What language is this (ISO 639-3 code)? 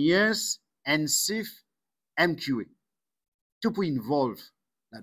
mfe